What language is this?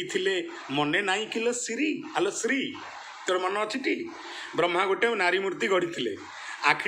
Odia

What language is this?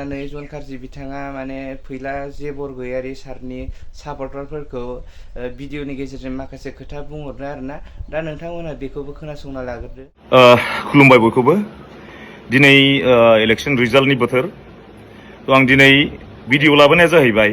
Bodo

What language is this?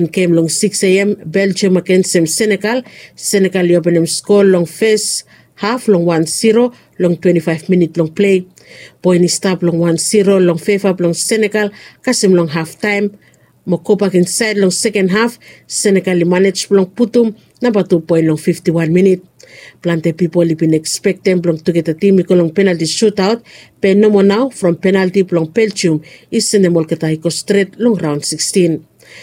Bislama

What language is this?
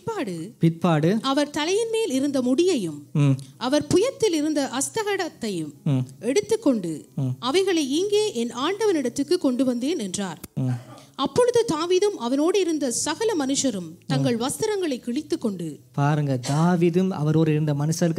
Tamil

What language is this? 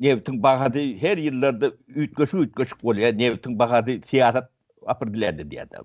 Turkmen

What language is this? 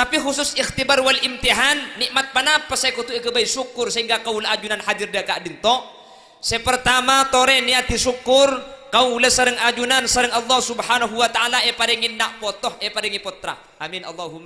Madurese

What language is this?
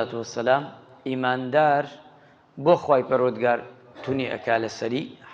Central Kurdish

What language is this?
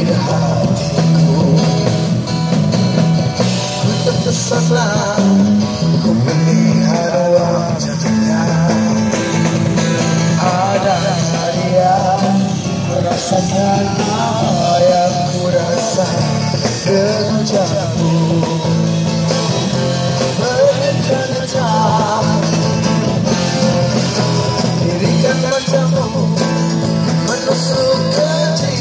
Malay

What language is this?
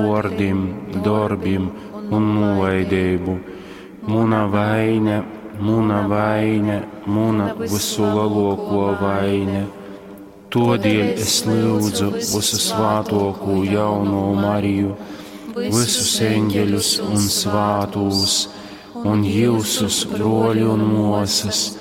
Latgalian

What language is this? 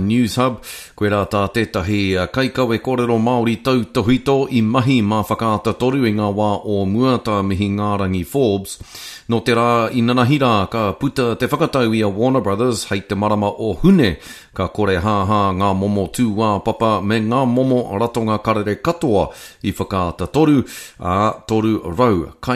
Māori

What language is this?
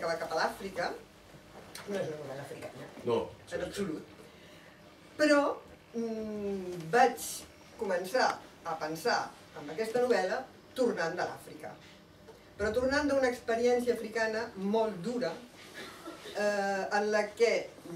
Catalan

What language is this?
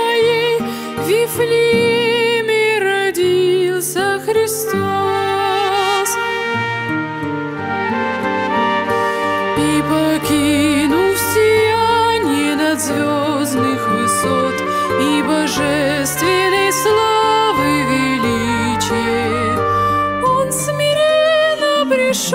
Russian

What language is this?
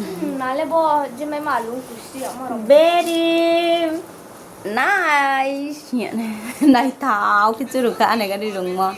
Riang (India)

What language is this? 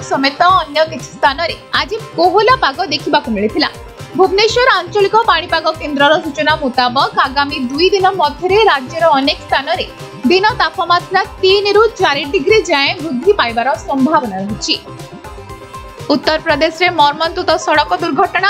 Odia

